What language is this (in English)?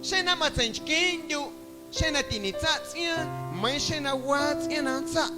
Guerrero Amuzgo